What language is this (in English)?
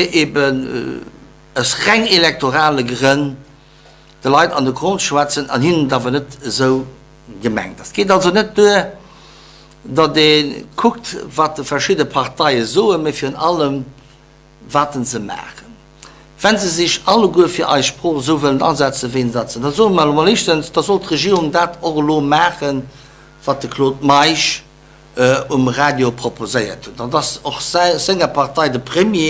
Luxembourgish